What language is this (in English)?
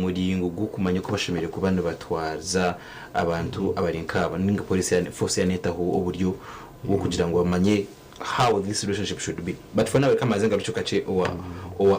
Nyankole